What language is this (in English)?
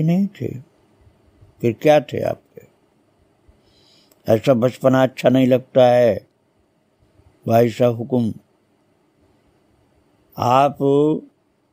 Hindi